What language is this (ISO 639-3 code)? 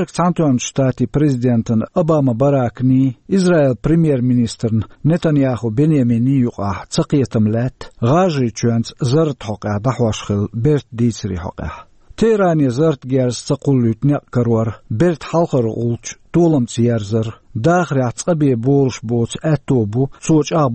che